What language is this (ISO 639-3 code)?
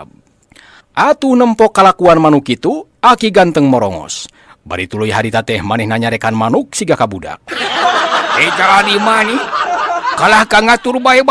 sun